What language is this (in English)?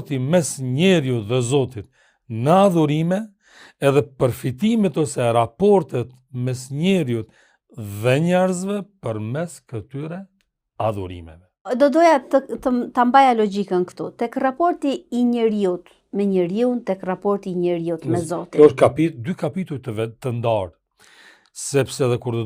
Albanian